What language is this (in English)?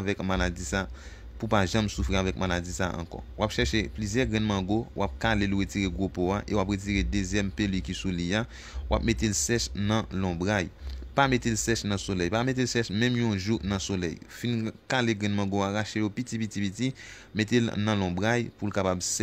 Haitian Creole